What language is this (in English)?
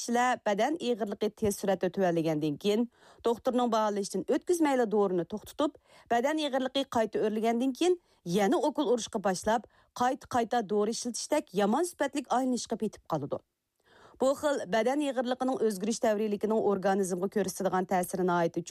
Uyghur